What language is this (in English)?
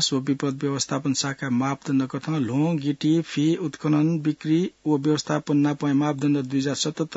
Newari